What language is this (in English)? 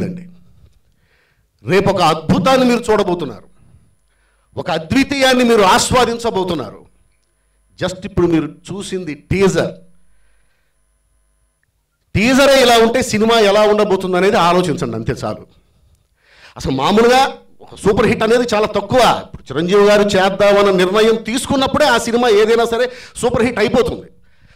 Telugu